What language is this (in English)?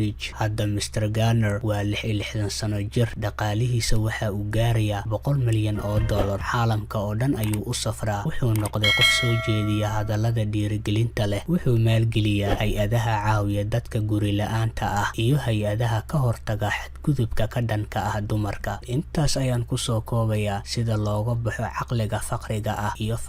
Somali